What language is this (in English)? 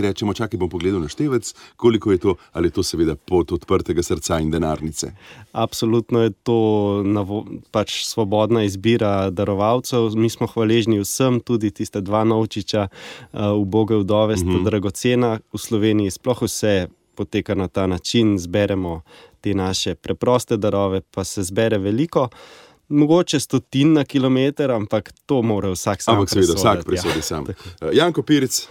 Slovenian